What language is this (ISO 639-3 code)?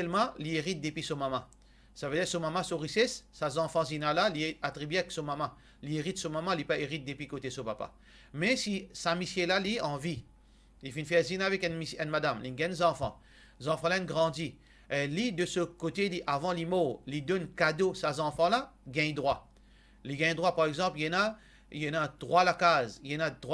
mfe